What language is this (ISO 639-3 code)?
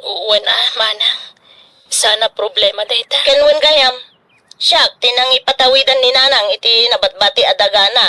ilo